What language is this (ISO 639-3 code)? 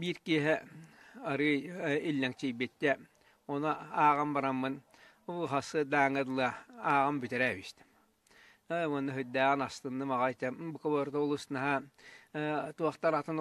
sah